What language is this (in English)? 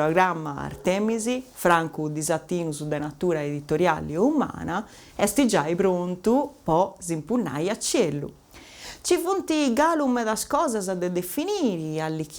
Sardinian